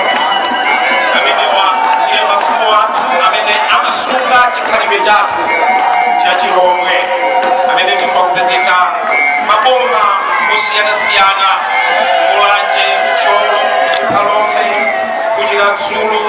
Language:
Nyanja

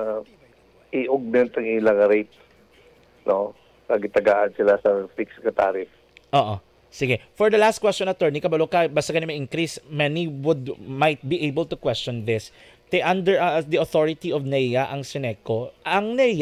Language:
Hiligaynon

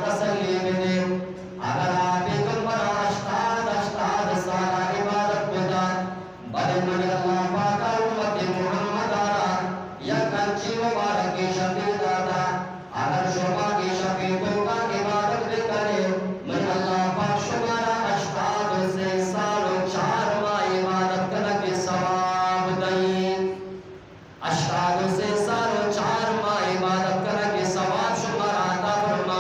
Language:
Eastern Balochi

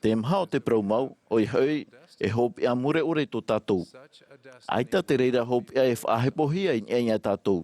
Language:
Tahitian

